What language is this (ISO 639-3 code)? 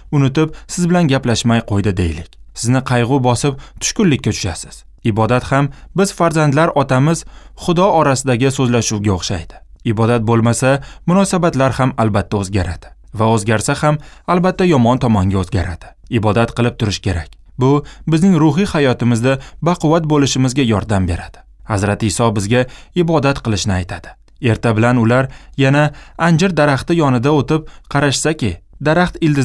uzb